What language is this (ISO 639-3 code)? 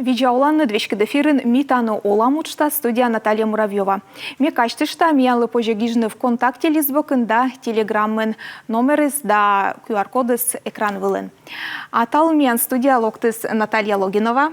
kom